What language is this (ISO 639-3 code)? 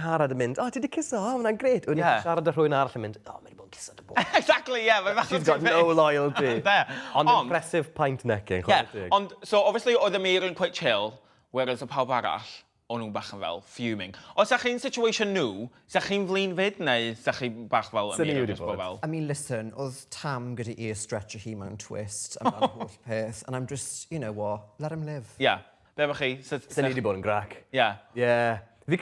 cym